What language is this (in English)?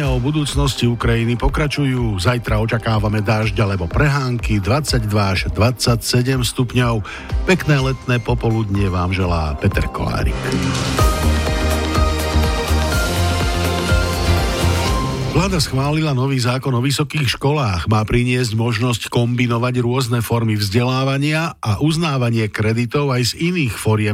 Slovak